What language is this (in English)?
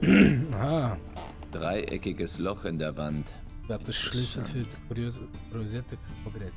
Swiss German